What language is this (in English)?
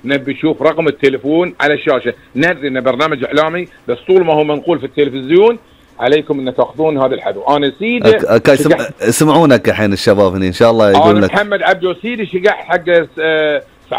Gulf Arabic